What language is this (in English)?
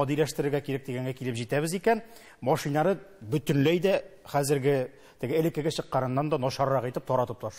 Tatar